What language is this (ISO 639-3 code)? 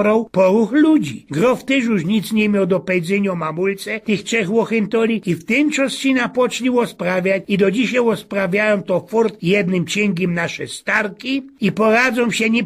szl